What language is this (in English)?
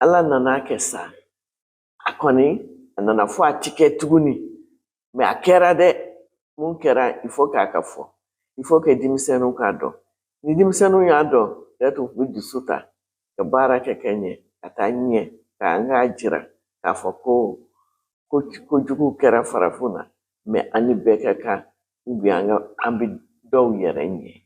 Bambara